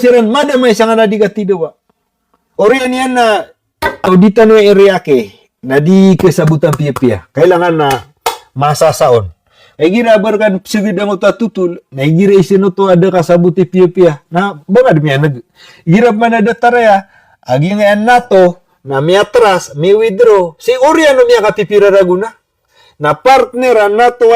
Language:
Maranao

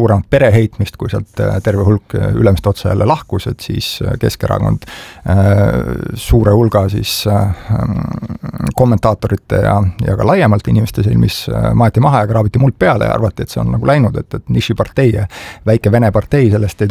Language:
Estonian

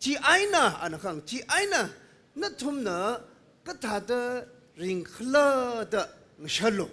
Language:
Tangkhul Naga (India)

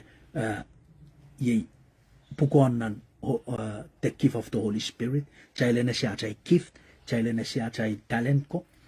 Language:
Pohnpeian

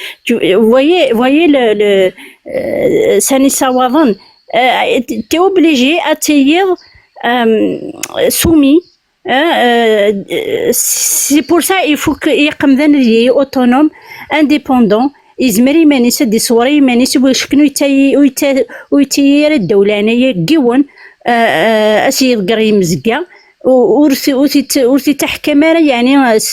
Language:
Kabyle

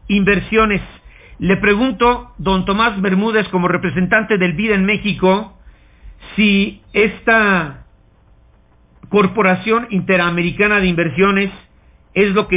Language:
Spanish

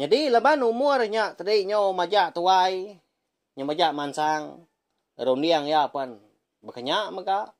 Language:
Iban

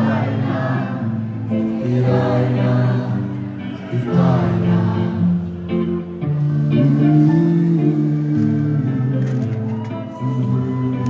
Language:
Croatian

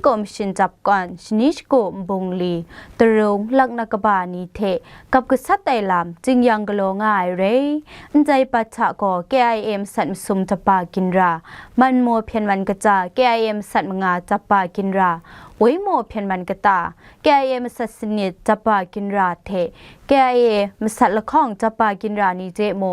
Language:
Kachin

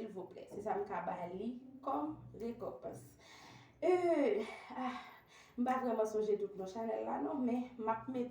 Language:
Haitian Creole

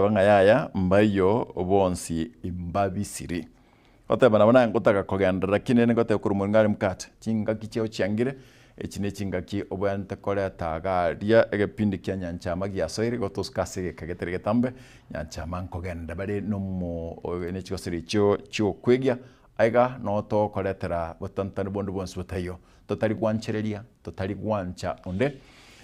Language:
Gusii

